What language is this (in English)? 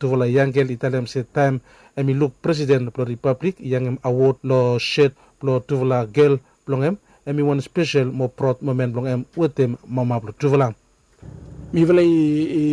Bislama